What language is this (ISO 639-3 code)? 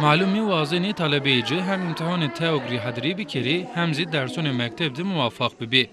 zza